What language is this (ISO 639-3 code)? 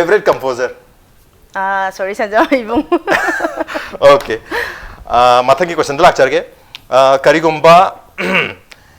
mni